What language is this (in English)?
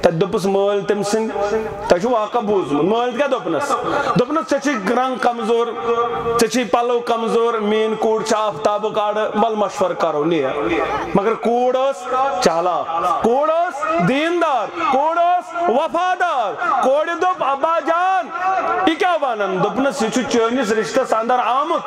Kashmiri